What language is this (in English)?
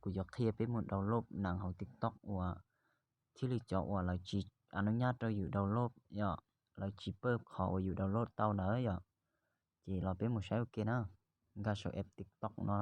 Hmong